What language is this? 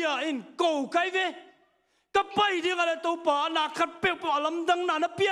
Tedim Chin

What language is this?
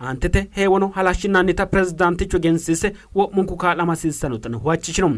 Sidamo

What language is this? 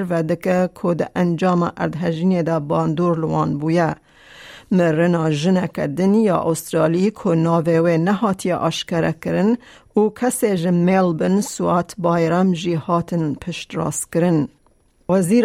Kurdish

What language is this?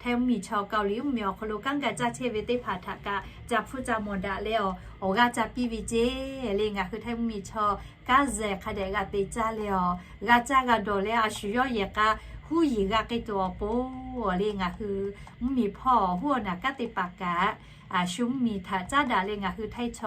Lahu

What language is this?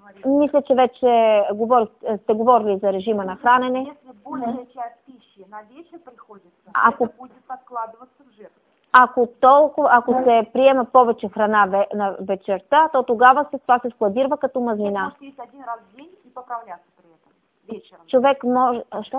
Bulgarian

